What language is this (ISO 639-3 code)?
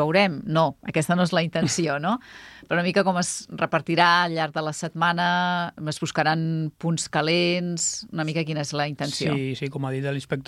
cat